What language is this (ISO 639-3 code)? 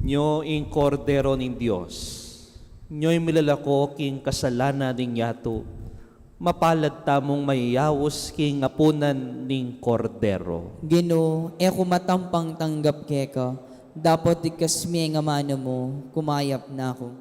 pam